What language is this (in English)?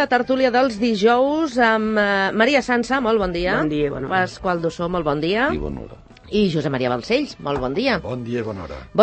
Catalan